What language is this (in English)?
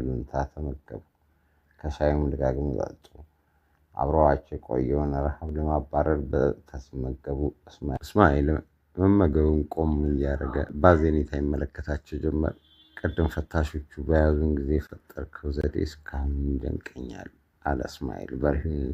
Amharic